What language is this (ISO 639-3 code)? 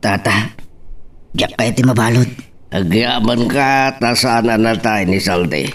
ilo